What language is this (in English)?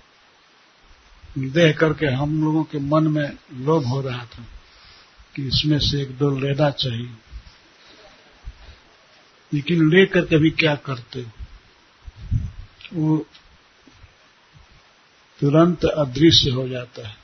Hindi